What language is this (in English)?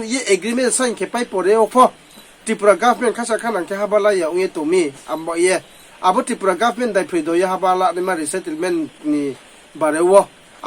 Riang (India)